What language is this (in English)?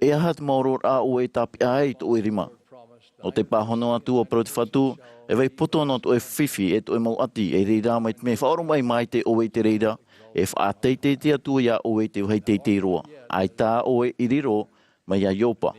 Tahitian